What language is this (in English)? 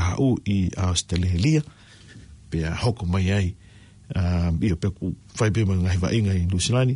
Tongan